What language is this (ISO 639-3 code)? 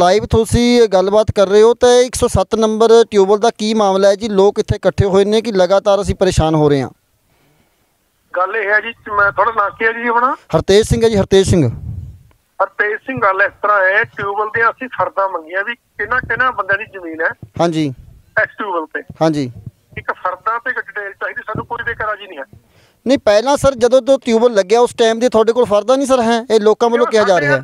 pan